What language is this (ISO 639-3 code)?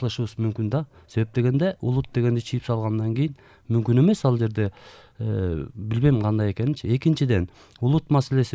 kir